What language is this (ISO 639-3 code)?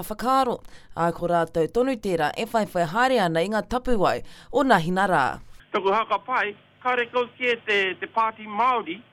mri